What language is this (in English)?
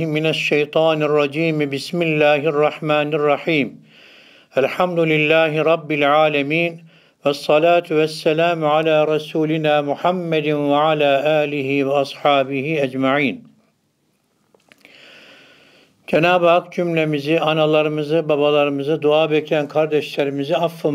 Turkish